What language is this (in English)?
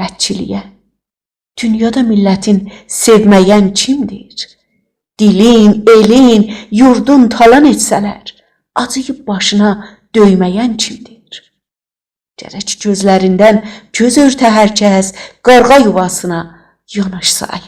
South Azerbaijani